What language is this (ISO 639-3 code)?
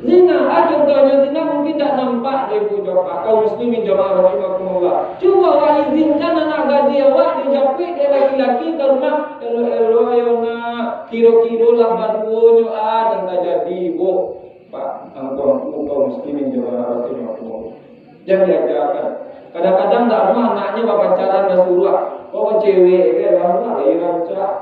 min